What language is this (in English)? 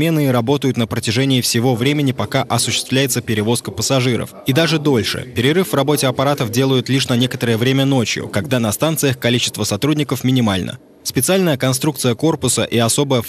Russian